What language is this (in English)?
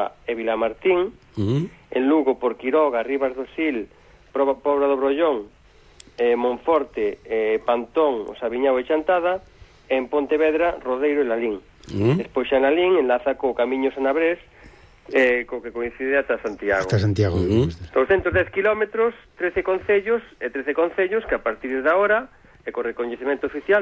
Galician